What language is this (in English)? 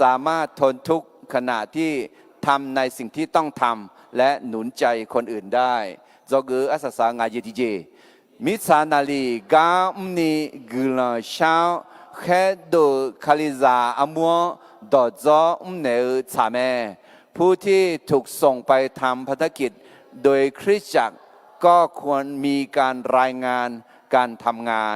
Akha